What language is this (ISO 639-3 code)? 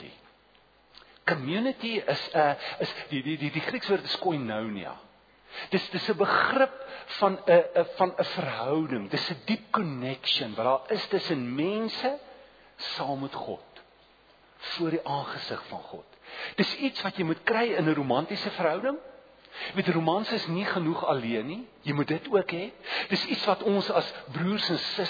afr